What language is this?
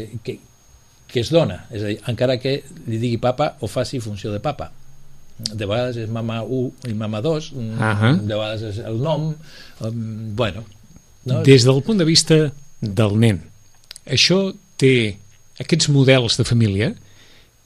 Catalan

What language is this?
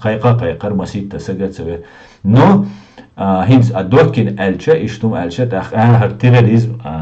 Chechen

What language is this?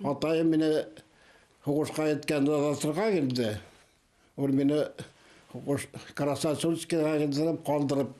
Bashkir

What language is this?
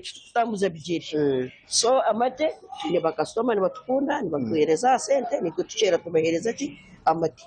Nyankole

